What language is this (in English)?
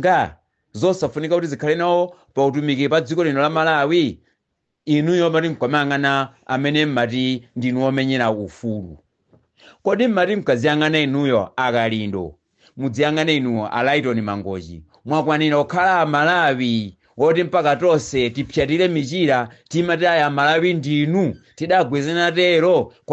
Nyanja